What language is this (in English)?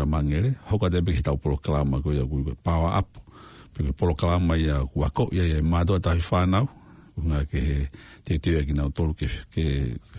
Tongan